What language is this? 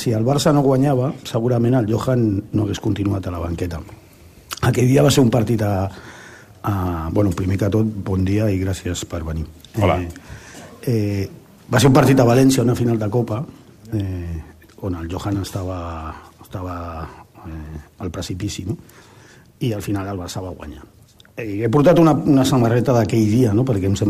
Catalan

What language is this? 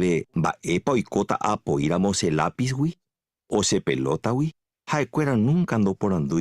Guarani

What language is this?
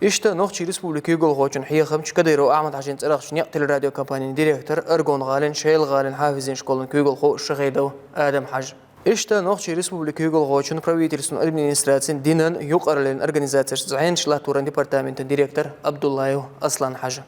Chechen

